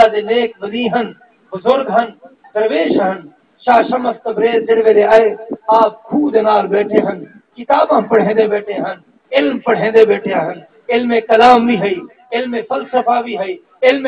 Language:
Saraiki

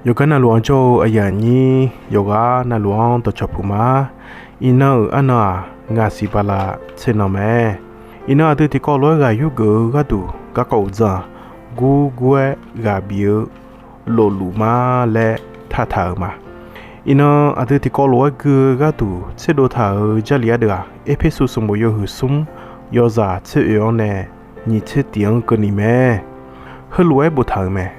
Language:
Akha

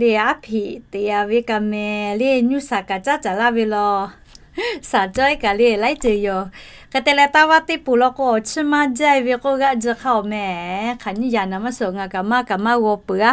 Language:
Lahu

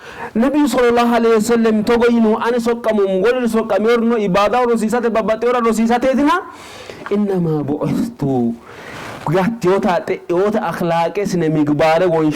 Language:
Sidamo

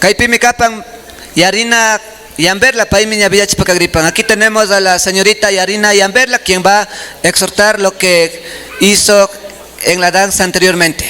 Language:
Imbabura Highland Quichua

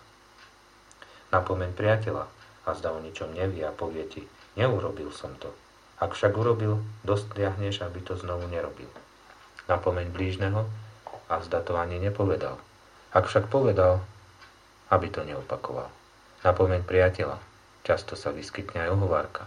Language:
Slovak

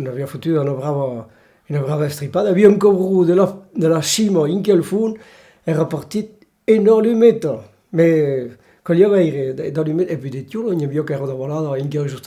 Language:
Occitan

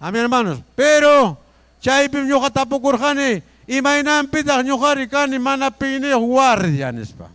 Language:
Ayacucho Quechua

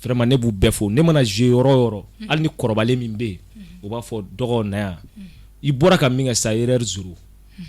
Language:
Bambara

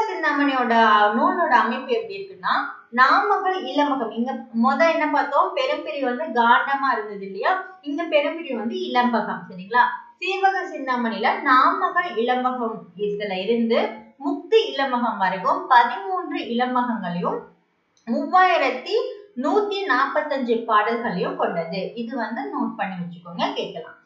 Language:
Tamil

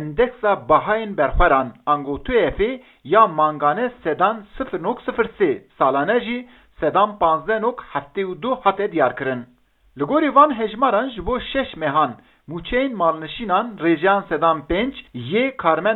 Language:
Kurdish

